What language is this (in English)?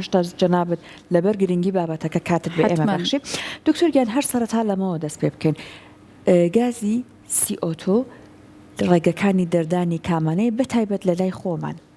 Central Kurdish